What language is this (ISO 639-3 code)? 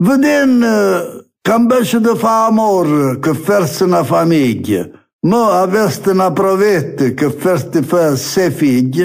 nap